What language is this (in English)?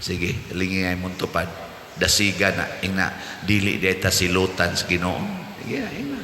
Cebuano